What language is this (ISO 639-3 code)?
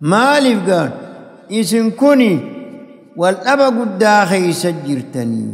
orm